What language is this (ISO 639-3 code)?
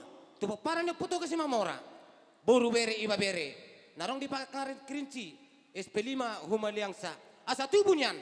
bbc